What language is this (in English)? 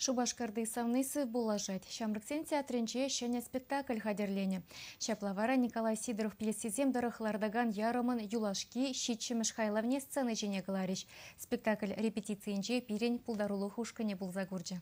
Chuvash